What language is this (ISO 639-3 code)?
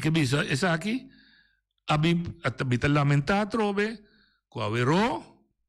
pap